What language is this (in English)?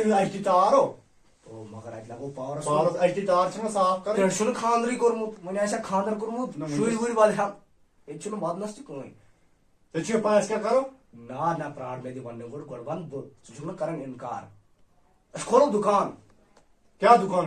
Kashmiri